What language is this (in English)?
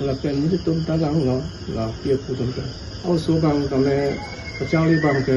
Karbi